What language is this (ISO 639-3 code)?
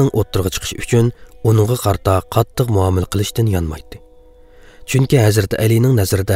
uig